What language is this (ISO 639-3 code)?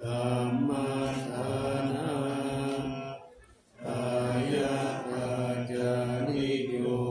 pli